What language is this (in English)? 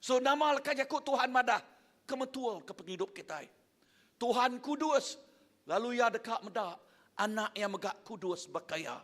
Iban